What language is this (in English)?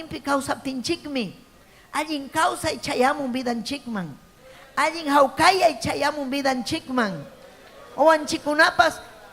Ayacucho Quechua